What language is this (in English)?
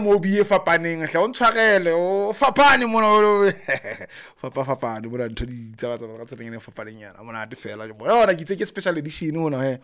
Southern Sotho